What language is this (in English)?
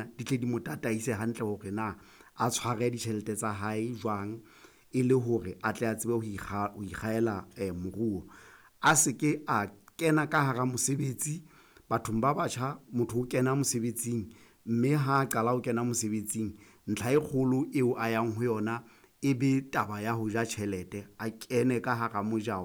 Southern Sotho